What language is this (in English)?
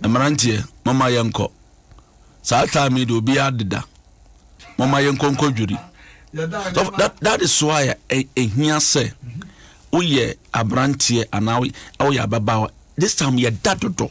Akan